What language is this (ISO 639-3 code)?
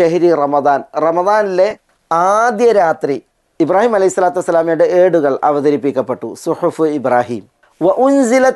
mal